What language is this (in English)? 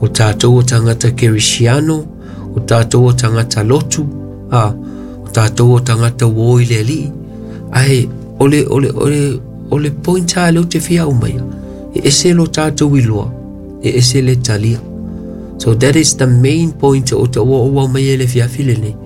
Samoan